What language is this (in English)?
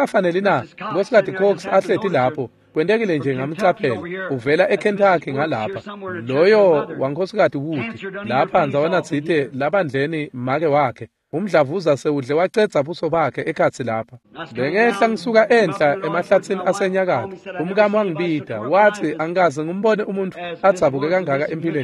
Swati